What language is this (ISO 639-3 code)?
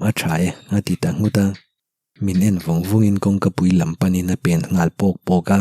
lus